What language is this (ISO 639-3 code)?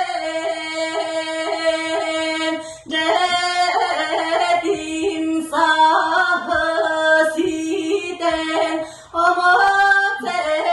sah